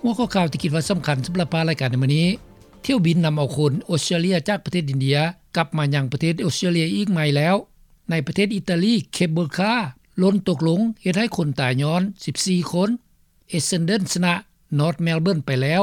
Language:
Lao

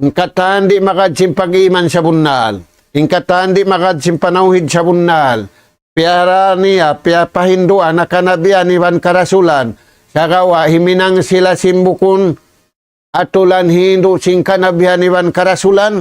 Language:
Tausug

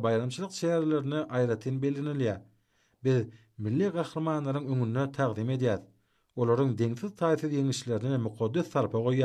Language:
Turkmen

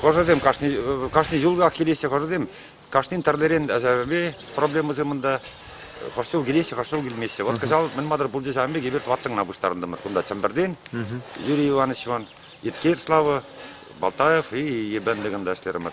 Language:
Chuvash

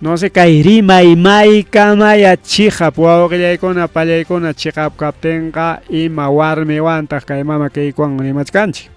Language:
Ayacucho Quechua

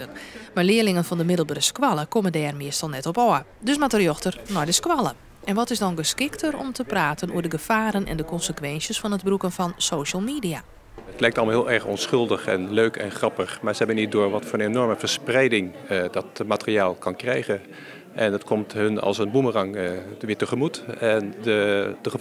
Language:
Western Frisian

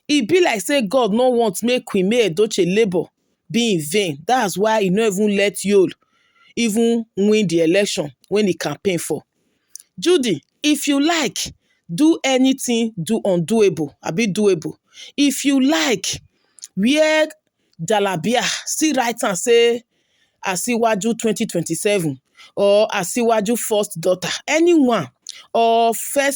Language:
Nigerian Pidgin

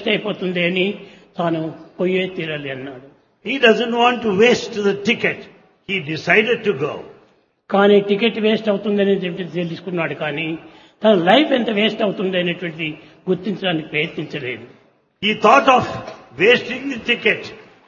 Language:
Telugu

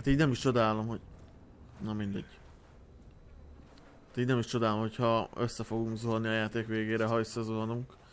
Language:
Hungarian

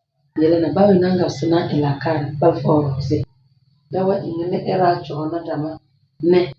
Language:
Tem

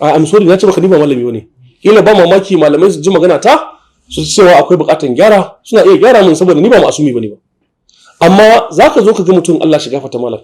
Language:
Hausa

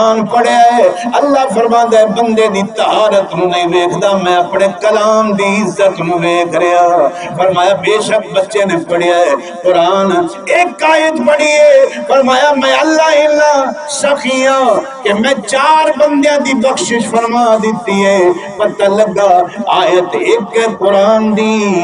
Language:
Saraiki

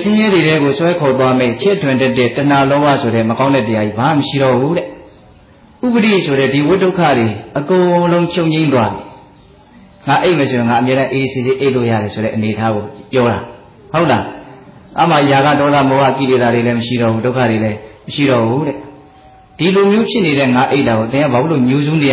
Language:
Burmese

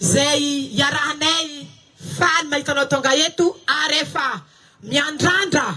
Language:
Malagasy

